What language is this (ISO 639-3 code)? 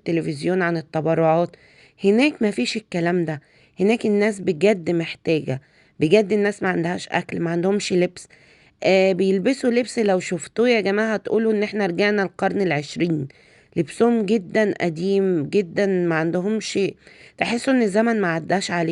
arz